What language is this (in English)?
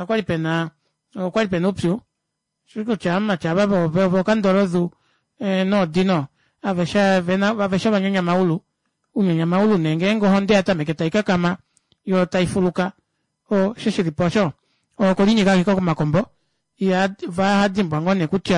Kuanyama